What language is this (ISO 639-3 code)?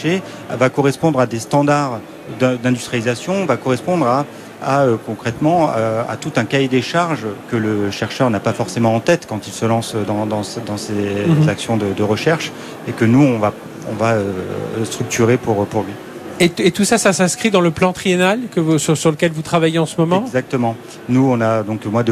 fra